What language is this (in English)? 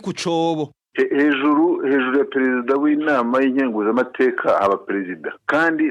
Rundi